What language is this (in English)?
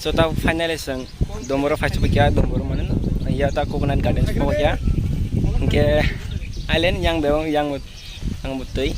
Kok Borok